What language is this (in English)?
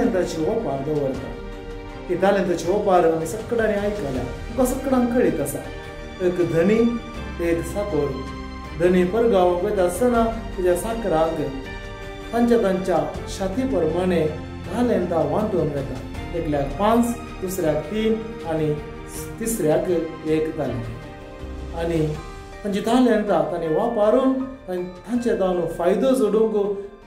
Konkani